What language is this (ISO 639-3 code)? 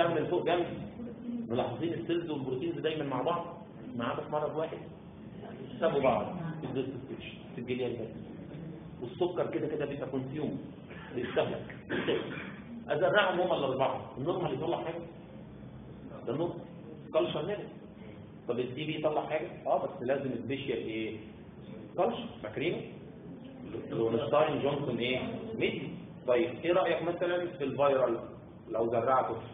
arz